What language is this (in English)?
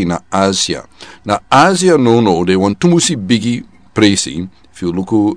Sranan Tongo